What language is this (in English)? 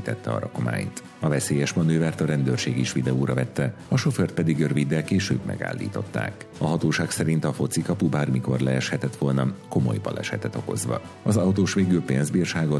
Hungarian